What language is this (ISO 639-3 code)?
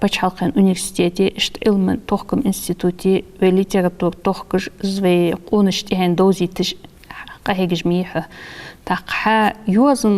inh